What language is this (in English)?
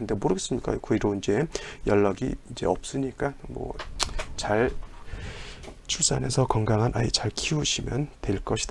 Korean